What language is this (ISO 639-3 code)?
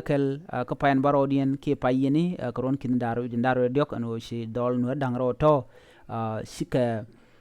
nus